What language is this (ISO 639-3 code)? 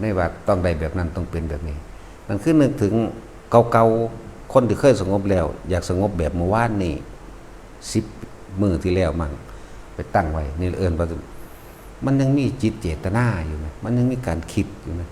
tts